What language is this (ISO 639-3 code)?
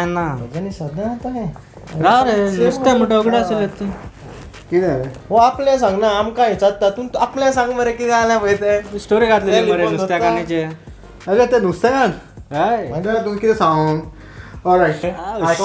kok